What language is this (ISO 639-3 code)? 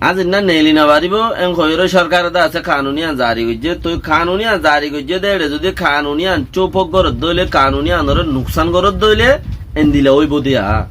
rhg